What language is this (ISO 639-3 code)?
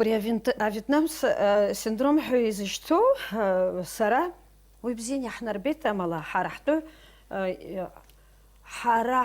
abk